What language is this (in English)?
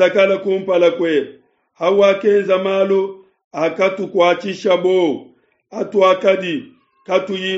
Luba-Lulua